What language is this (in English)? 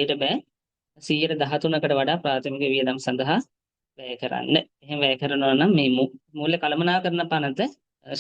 Sinhala